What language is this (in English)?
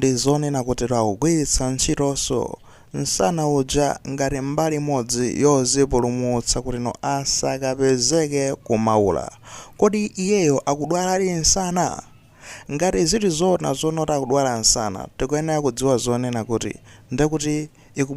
Nyanja